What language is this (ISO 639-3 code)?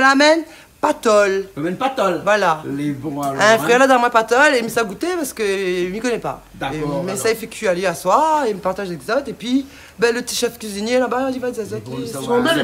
rcf